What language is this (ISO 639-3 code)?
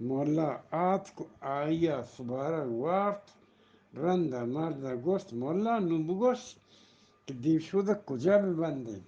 bgp